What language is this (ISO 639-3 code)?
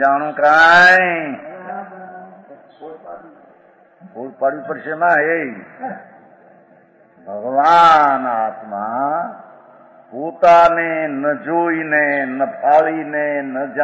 guj